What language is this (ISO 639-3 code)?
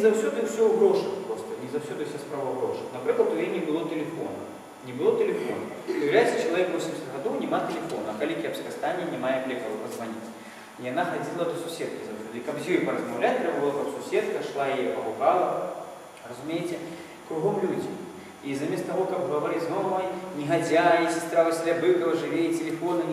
bel